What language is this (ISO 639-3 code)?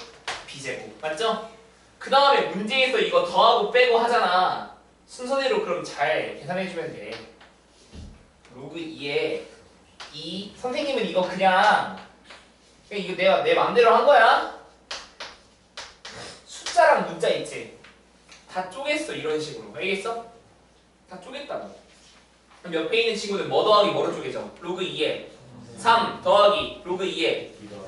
kor